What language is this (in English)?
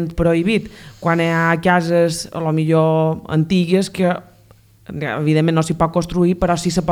Catalan